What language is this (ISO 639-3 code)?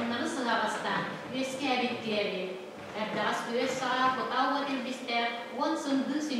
sah